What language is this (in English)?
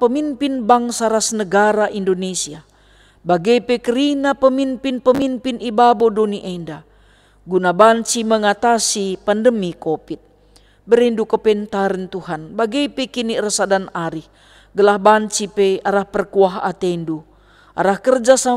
Batak Karo